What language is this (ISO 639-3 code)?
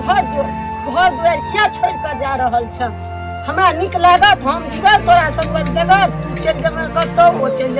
mai